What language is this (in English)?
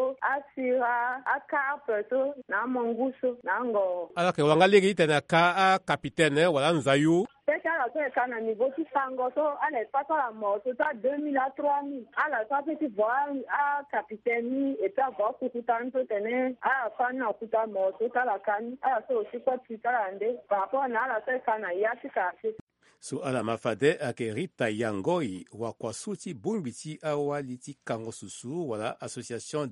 Sango